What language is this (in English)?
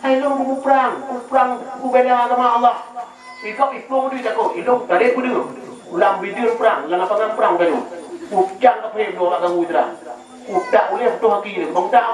Achinese